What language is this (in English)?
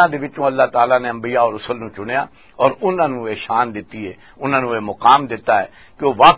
Western Panjabi